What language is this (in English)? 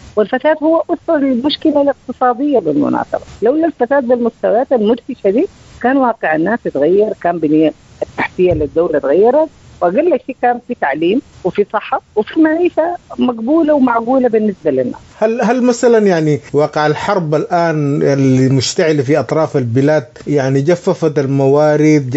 Sudanese Arabic